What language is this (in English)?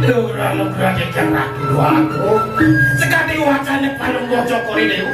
Balinese